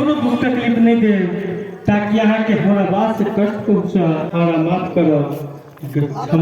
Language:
Maithili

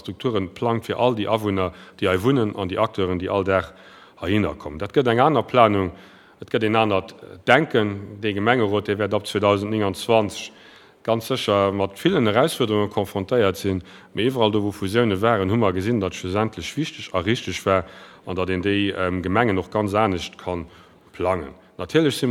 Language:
Luxembourgish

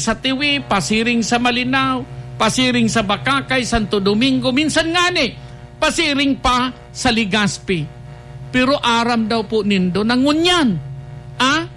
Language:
Bikol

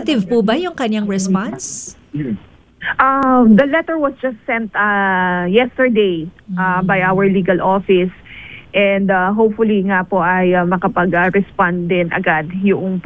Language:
Filipino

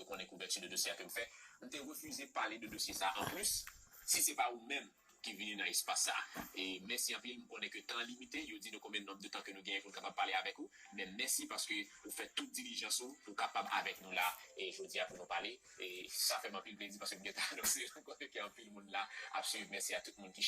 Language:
Haitian Creole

